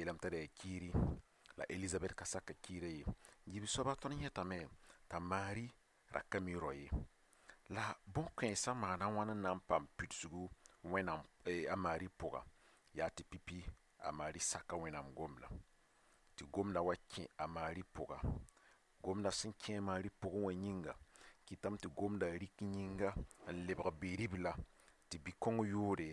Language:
Mossi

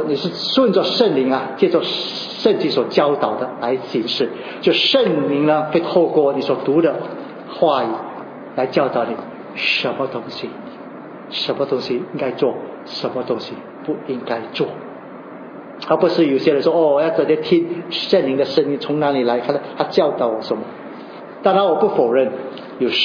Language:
Chinese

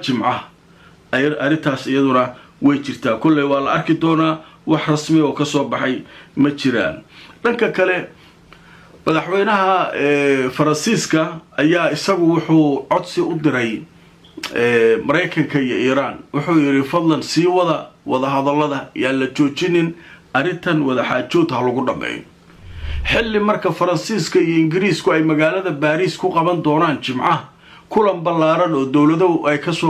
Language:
Somali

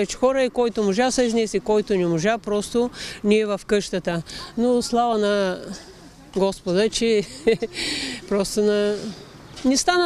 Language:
Bulgarian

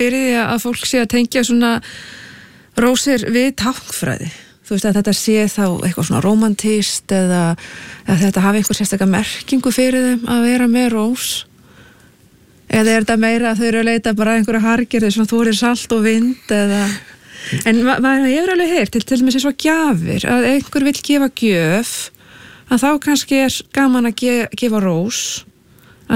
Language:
Icelandic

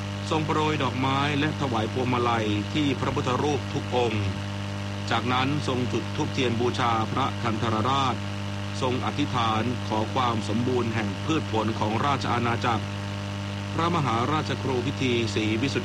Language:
Thai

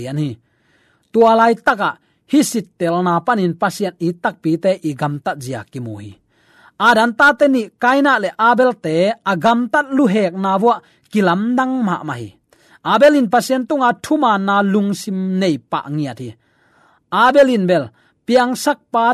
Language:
Tedim Chin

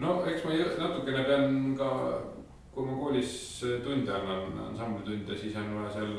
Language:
Estonian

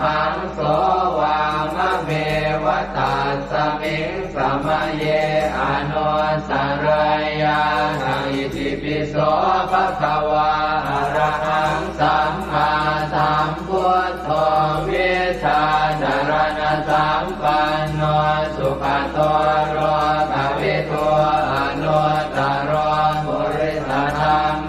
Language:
Pali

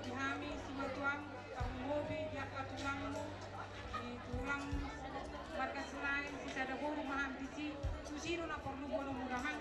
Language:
Batak Toba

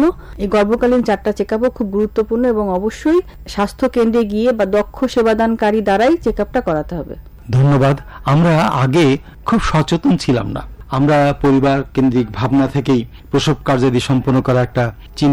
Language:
Bangla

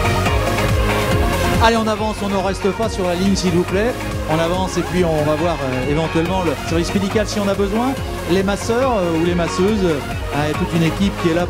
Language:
French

